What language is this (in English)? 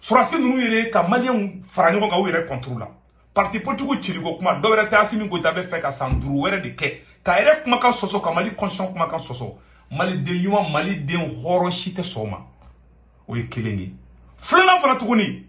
Bambara